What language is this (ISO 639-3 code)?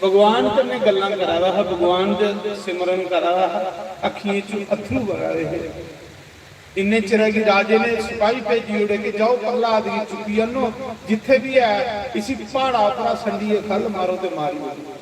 doi